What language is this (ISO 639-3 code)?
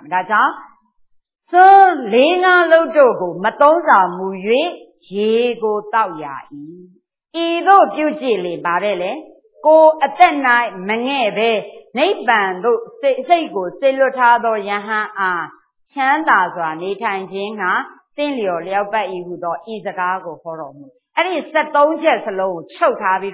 mya